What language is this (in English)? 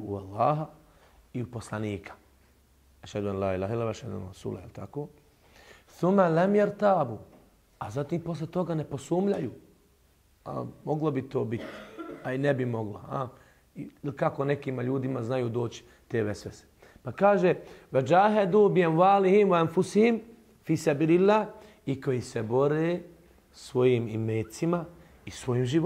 Bosnian